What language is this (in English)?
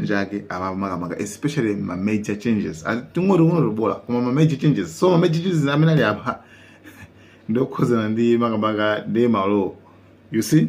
Nyanja